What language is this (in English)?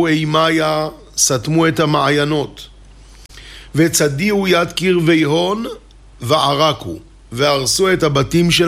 Hebrew